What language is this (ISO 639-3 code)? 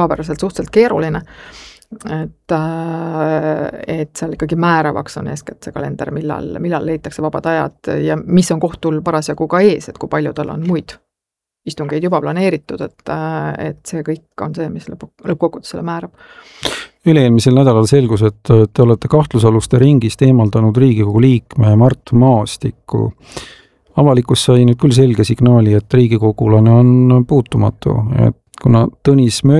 est